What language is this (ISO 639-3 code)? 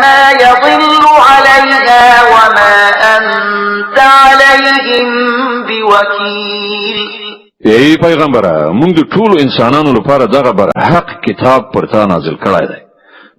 pus